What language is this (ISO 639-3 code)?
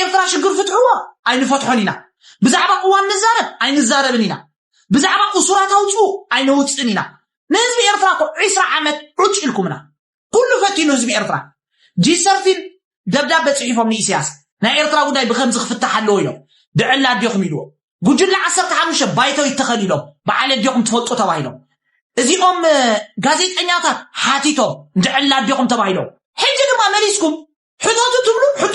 tir